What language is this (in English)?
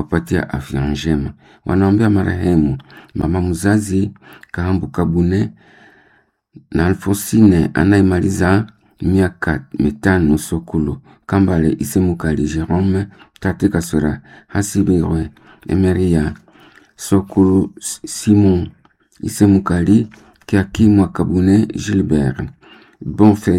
Swahili